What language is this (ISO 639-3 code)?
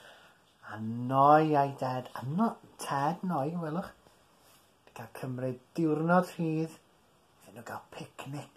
cym